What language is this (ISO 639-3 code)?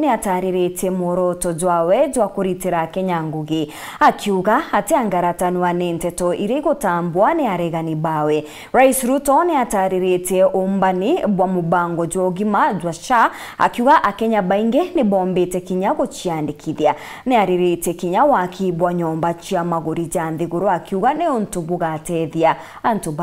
mer